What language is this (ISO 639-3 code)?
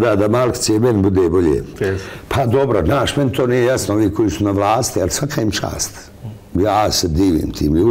bos